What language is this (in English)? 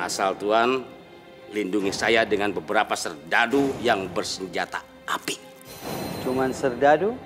Banjar